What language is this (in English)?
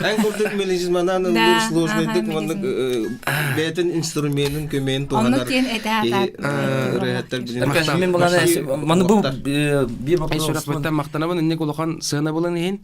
Yakut